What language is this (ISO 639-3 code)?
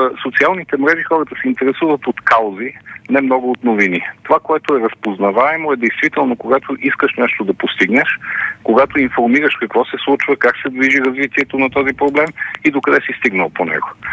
bul